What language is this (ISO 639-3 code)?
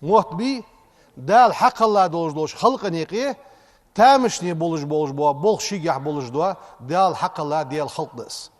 inh